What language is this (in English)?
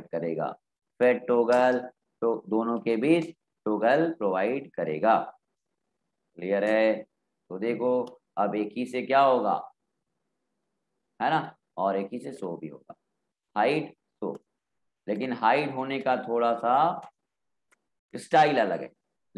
Hindi